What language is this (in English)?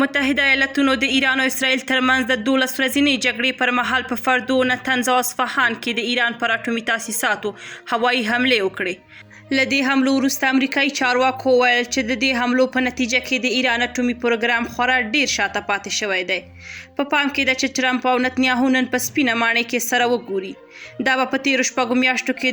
Pashto